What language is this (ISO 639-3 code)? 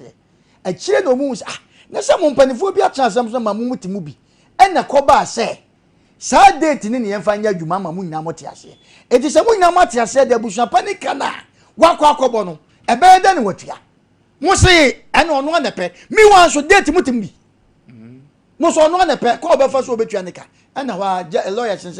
aka